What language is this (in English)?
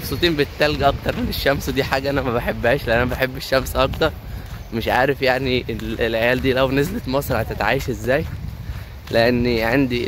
Egyptian Arabic